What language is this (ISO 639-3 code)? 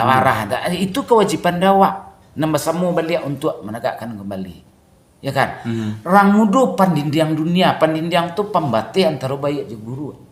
min